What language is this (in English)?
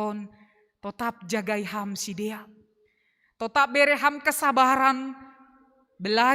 Batak Simalungun